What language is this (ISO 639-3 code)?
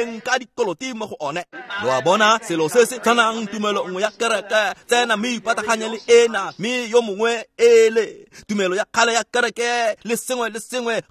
tsn